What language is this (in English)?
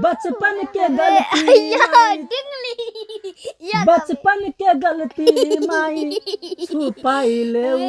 Maithili